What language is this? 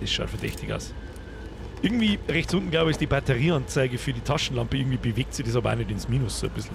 Bavarian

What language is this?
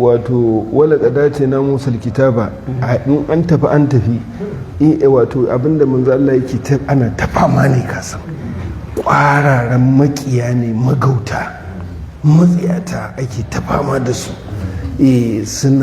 Hausa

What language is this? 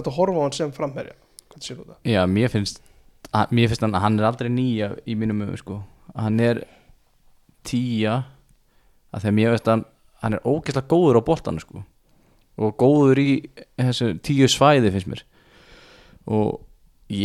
Icelandic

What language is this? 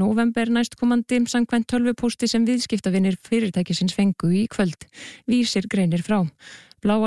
Icelandic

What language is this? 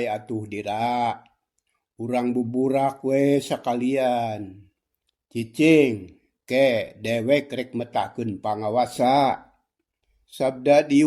Sundanese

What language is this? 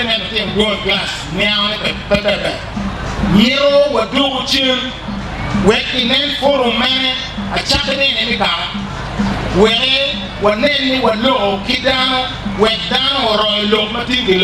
Acoli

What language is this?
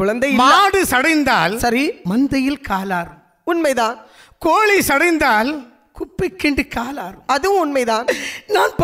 Tamil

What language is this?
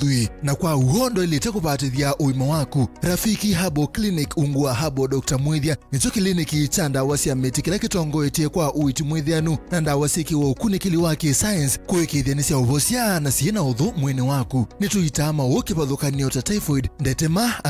Kamba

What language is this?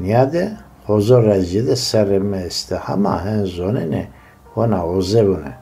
Zaza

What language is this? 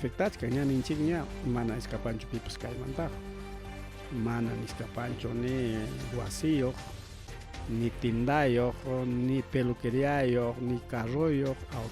Ayacucho Quechua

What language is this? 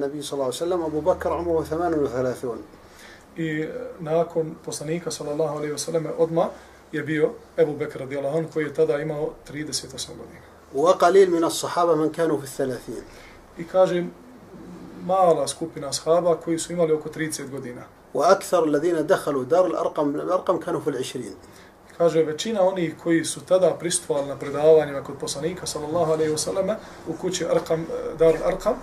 Bosnian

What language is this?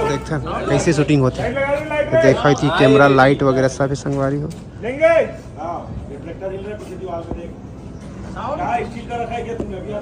Chhattisgarhi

